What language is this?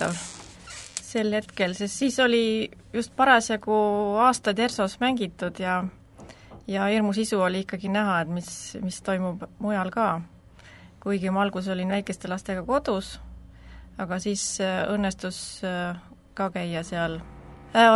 Estonian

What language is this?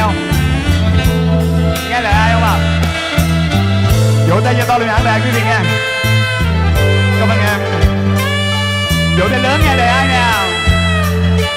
Vietnamese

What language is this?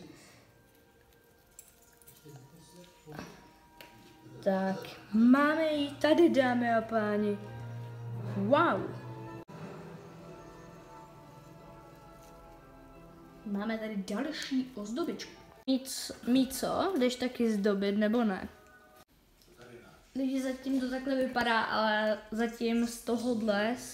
Czech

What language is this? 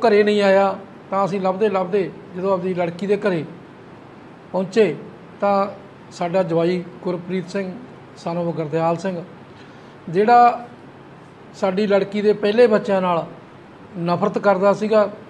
Punjabi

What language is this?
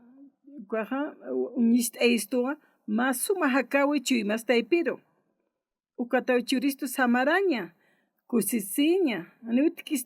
Aymara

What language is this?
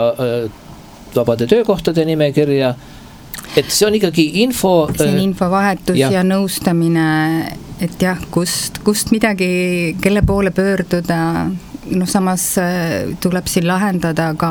Estonian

